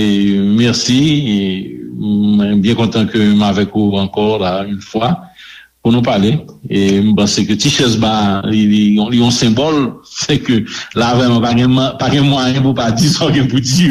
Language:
Haitian Creole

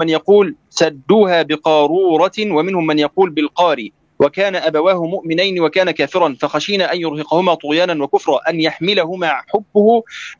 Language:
Arabic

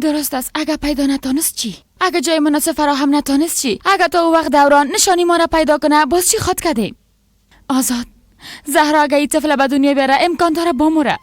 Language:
Persian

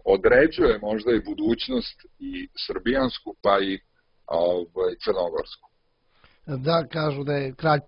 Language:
Serbian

